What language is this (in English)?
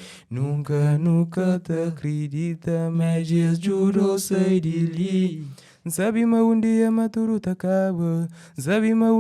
Kabuverdianu